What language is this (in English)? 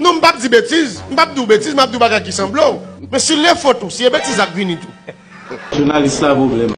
Haitian Creole